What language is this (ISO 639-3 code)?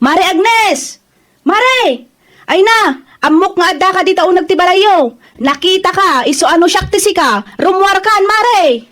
ilo